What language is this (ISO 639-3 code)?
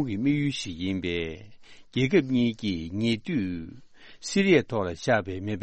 bod